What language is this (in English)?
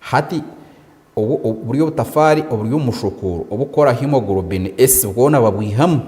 Nyankole